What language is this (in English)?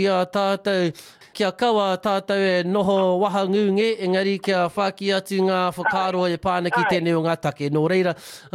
Māori